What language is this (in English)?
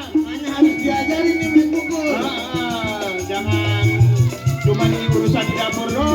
Betawi